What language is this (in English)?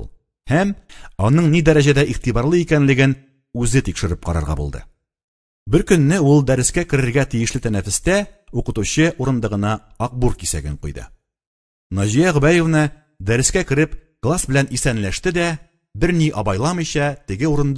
Tatar